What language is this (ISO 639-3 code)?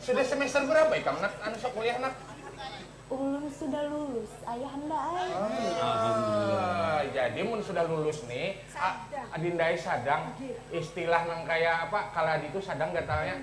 bjn